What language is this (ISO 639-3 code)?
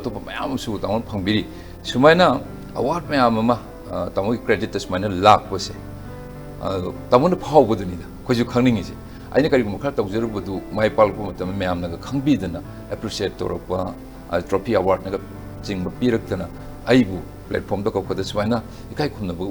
mni